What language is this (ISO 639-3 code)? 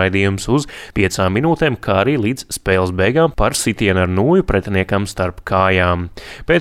lav